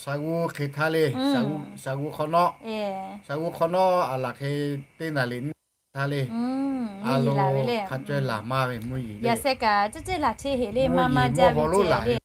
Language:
Lahu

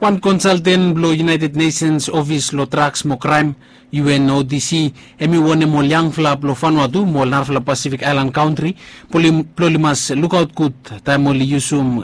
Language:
Bislama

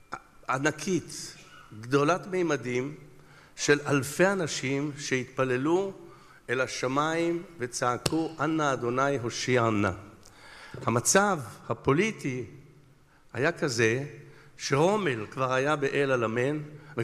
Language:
Hebrew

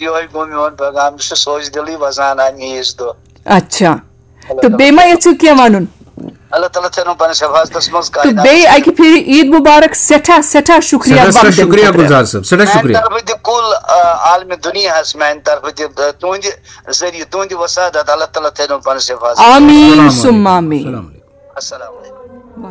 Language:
Kashmiri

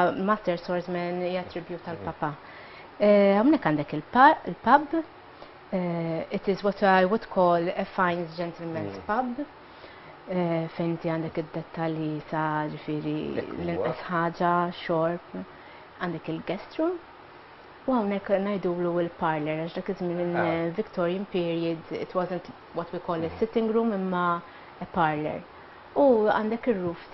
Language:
Maltese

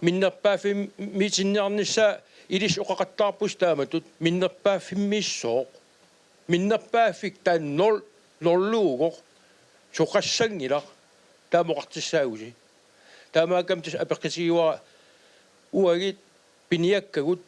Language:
Kalaallisut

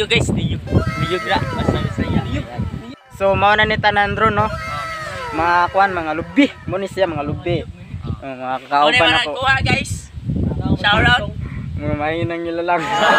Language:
Cebuano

